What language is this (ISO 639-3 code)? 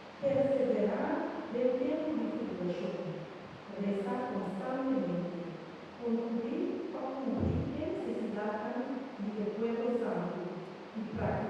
pap